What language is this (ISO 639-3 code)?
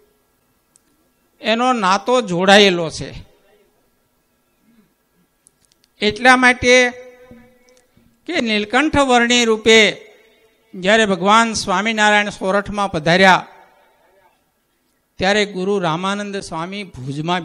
guj